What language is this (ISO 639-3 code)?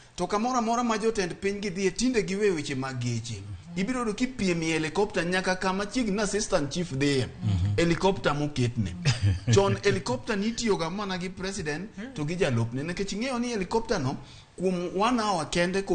luo